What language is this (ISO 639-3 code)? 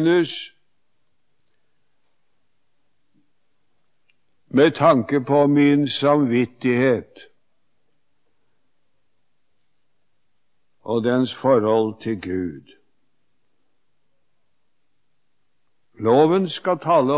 nor